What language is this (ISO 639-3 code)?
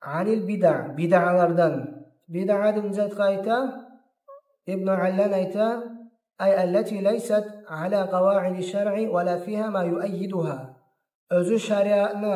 kum